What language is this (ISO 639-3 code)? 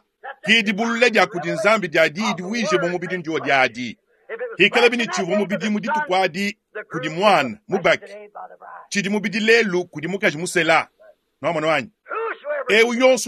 lua